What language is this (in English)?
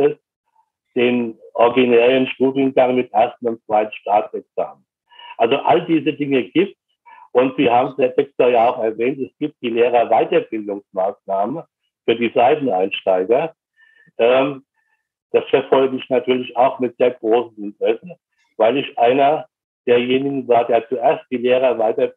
German